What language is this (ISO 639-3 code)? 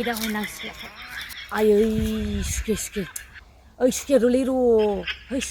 brx